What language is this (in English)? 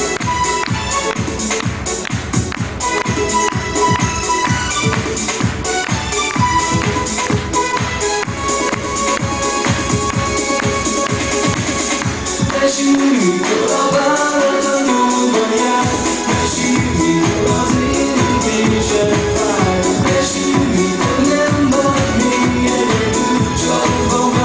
Hungarian